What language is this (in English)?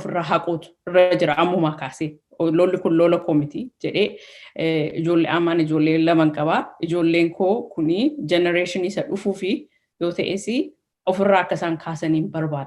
Oromo